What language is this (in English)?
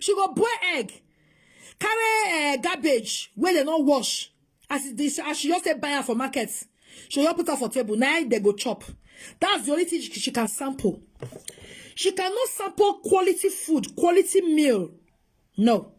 Nigerian Pidgin